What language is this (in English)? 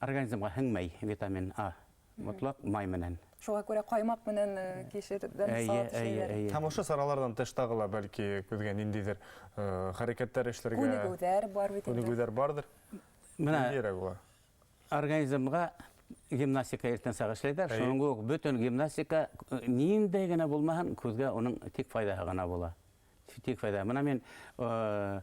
Bashkir